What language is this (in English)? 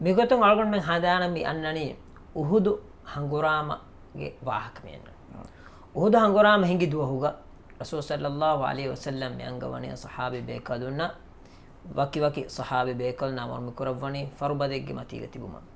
Divehi